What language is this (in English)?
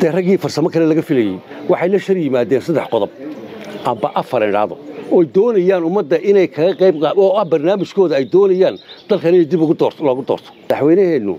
Somali